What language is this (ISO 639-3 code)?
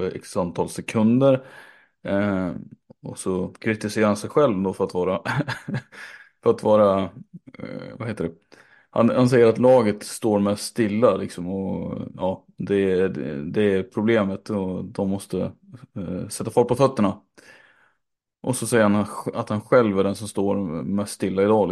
swe